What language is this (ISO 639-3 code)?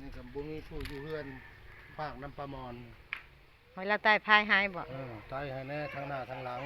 tts